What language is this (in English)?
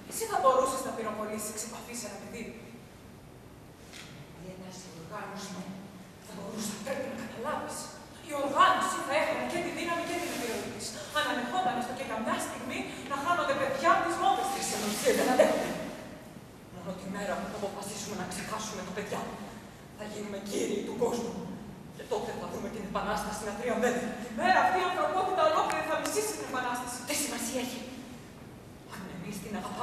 Greek